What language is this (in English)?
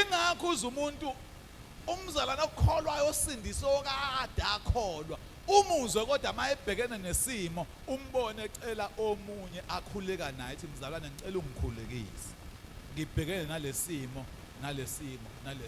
Zulu